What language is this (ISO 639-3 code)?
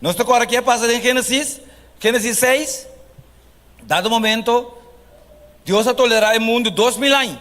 pap